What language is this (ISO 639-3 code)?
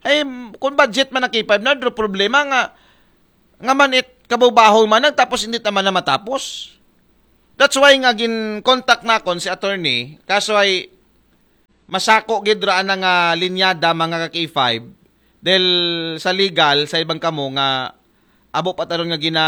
akl